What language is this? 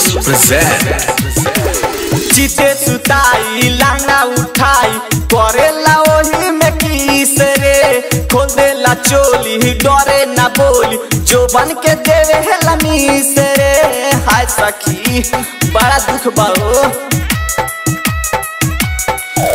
Bhojpuri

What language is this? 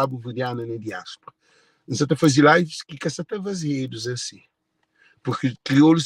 Kabuverdianu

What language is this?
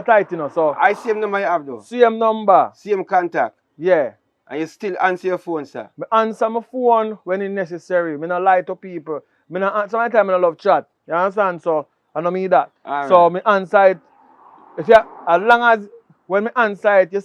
Jamaican Creole English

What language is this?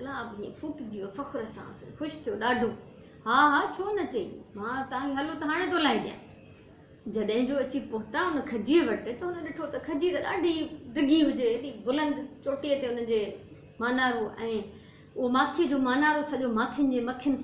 Sindhi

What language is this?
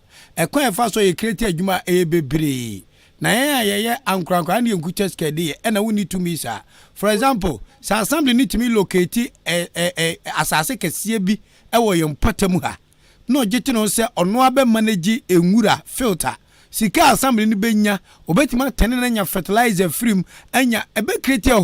Akan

